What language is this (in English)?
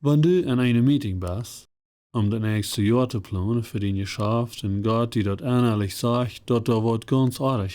Plautdietsch